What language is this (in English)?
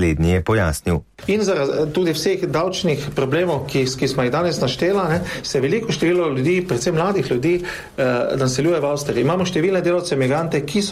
Slovenian